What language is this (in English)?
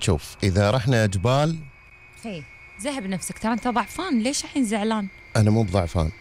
Gulf Arabic